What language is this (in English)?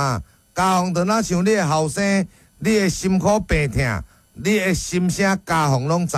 Min Nan Chinese